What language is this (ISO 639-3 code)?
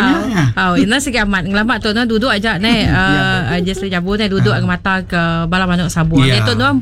iba